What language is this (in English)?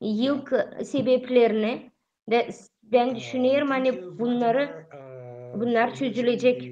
Gagauz